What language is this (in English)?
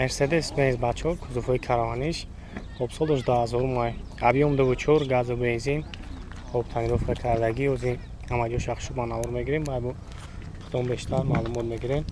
Tajik